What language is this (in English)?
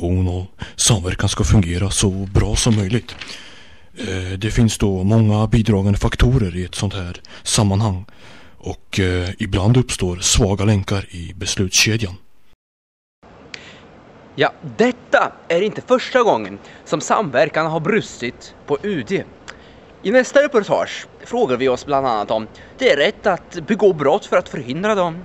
Swedish